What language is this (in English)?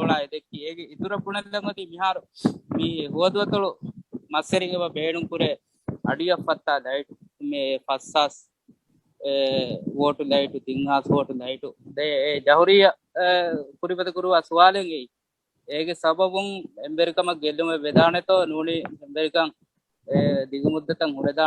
Divehi